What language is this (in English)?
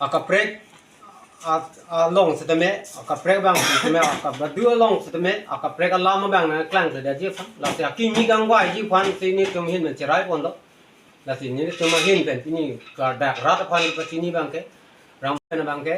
Karbi